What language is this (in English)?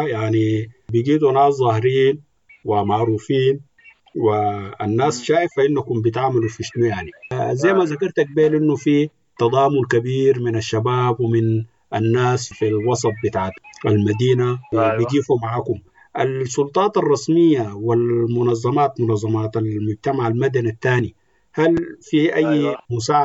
Sudanese Arabic